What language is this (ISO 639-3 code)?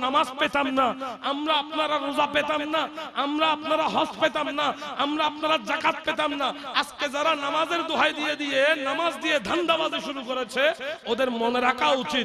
ben